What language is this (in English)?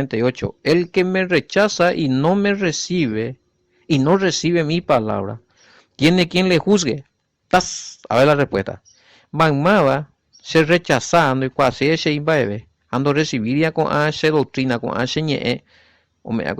Guarani